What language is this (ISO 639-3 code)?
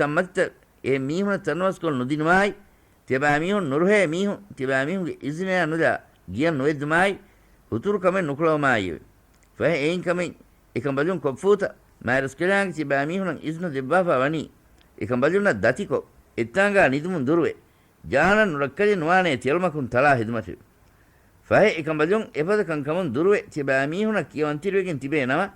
div